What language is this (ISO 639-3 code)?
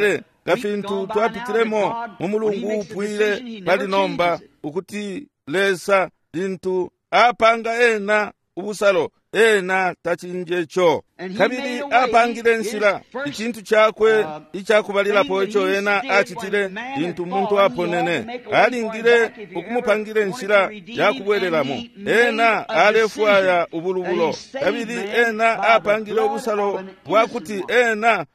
bem